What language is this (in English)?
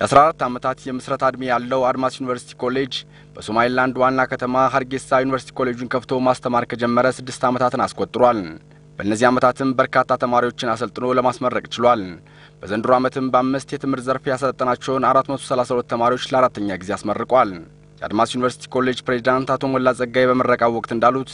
Amharic